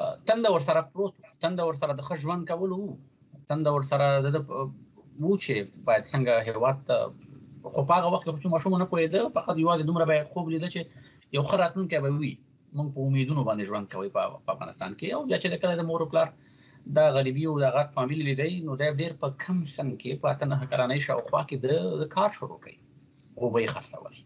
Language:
Pashto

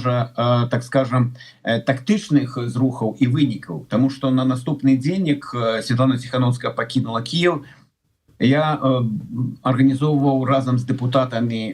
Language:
Belarusian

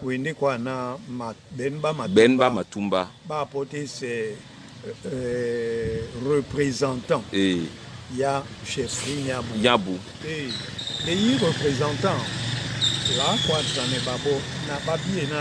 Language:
Duala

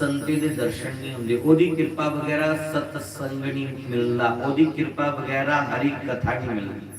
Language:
Dogri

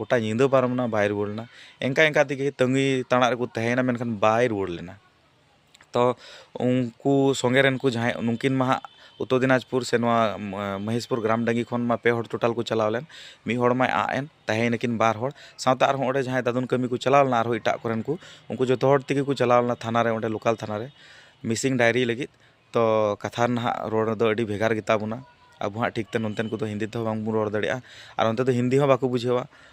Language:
Santali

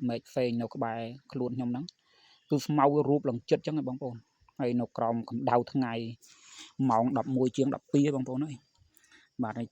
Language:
Khmer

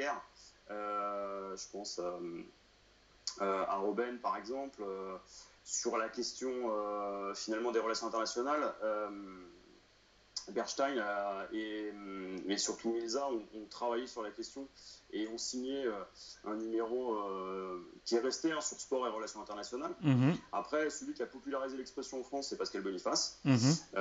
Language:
French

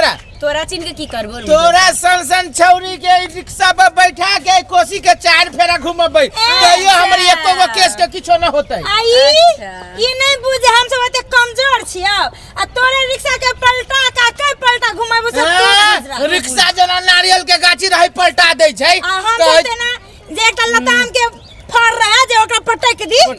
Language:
Maithili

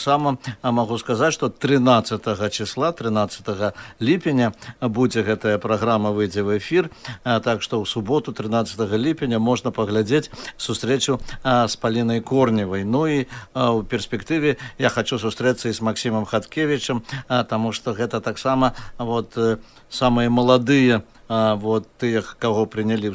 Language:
Belarusian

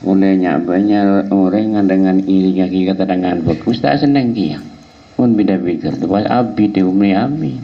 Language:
Madurese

